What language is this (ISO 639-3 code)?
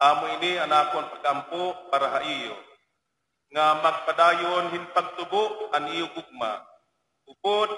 war